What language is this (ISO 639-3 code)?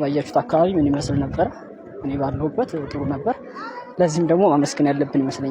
amh